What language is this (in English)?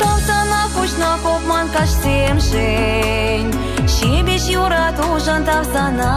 Chuvash